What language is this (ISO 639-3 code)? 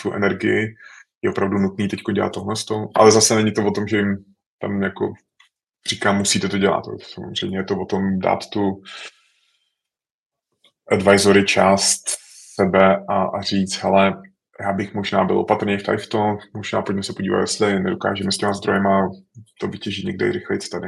ces